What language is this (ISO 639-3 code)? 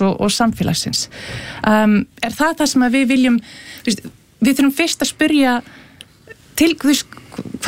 isl